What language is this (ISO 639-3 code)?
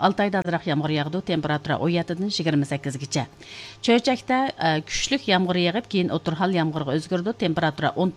uig